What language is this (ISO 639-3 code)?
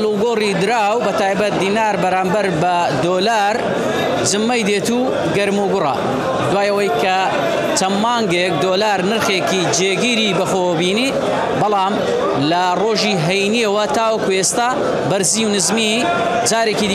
ckb